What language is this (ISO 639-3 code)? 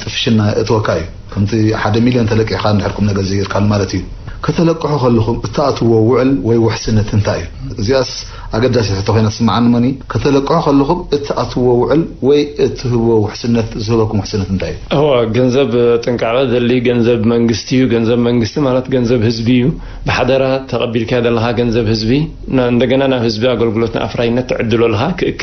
tir